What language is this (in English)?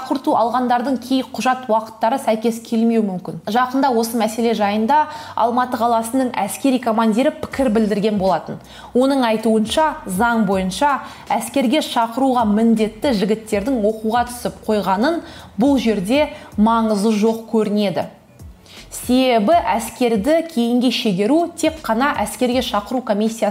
Kazakh